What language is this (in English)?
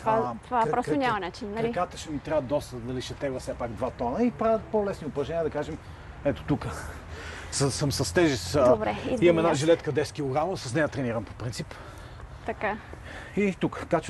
Bulgarian